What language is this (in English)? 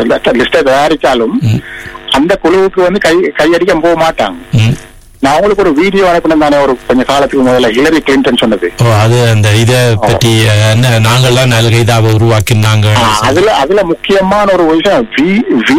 Tamil